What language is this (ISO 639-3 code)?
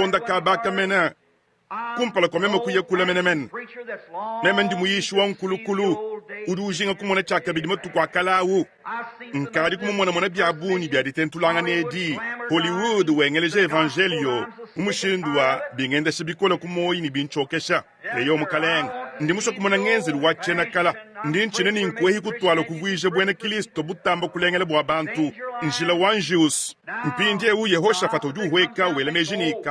lua